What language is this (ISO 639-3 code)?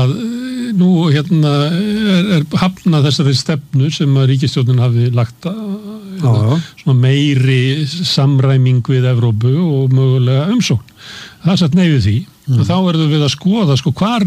isl